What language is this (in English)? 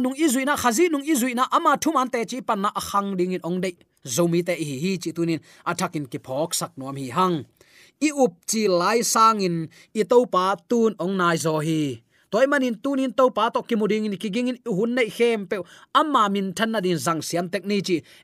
Tedim Chin